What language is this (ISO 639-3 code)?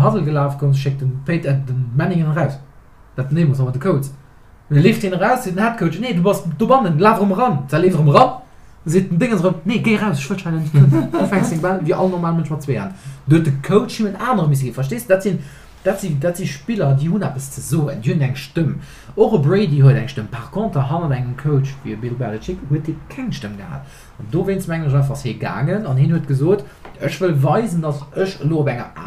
ltz